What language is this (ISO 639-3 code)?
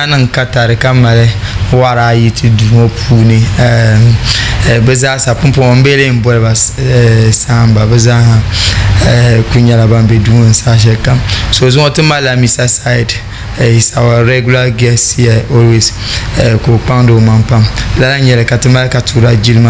dag